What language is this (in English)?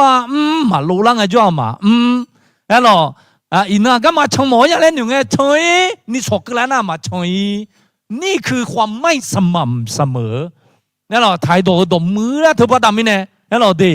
Akha